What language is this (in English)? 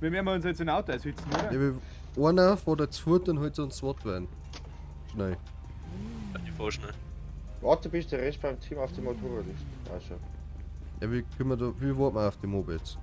Bavarian